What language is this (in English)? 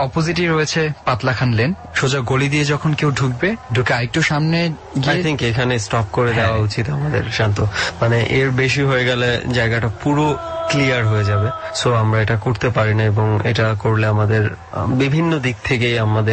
Bangla